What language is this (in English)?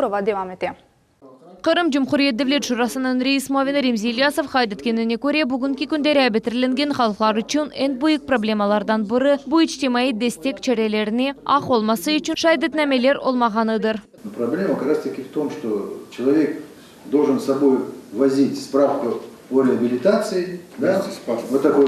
Crimean Tatar